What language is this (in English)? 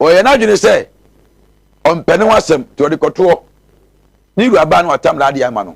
Akan